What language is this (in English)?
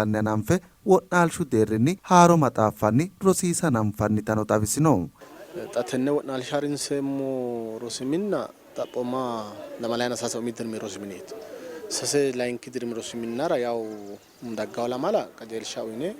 Sidamo